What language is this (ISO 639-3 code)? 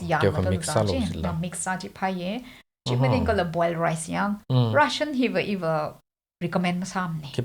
nmf